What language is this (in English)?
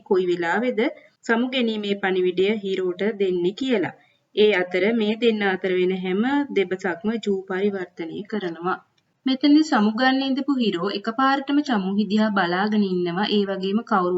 Sinhala